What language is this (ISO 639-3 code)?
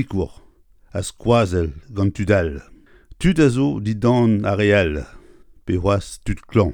bre